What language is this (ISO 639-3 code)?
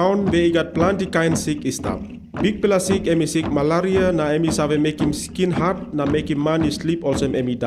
tpi